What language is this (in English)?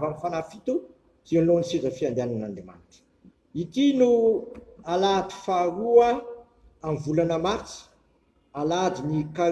Malagasy